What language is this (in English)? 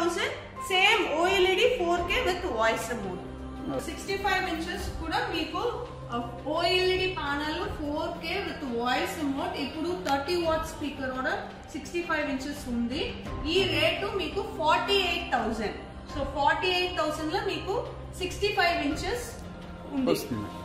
Telugu